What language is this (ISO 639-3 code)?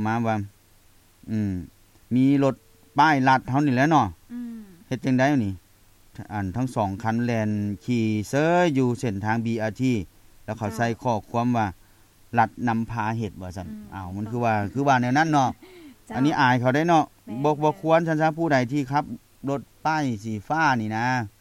lao